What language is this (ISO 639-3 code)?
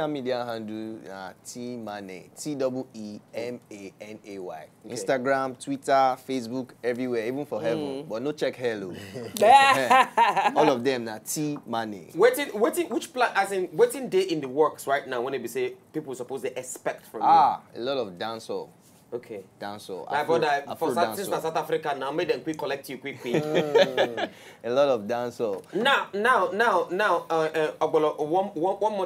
pcm